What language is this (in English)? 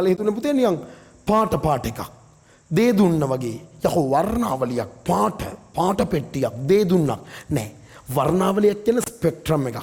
Sinhala